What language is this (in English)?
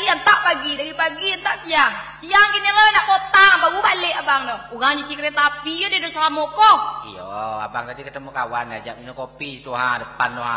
Minangkabau